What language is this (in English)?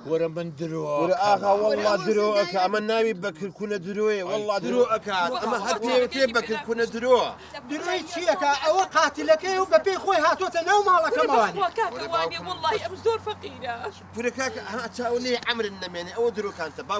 Central Kurdish